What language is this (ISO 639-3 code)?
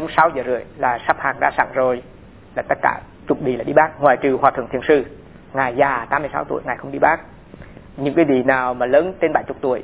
vie